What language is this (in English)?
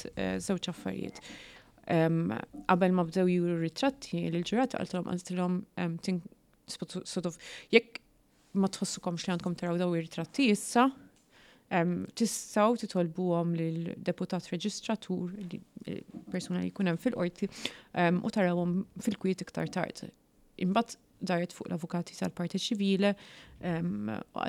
Maltese